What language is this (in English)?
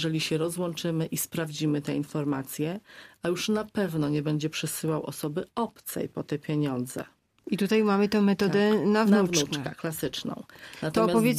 Polish